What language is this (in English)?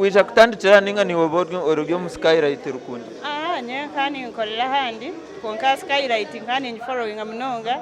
Nyankole